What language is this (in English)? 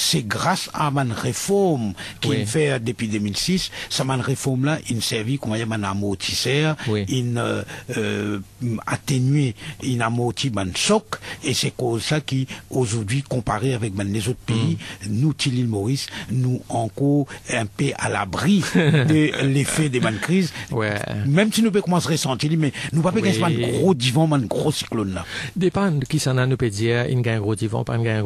Morisyen